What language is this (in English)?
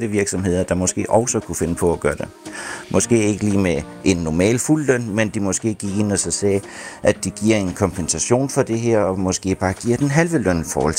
Danish